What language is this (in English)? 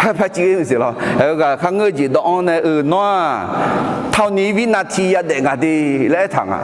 Akha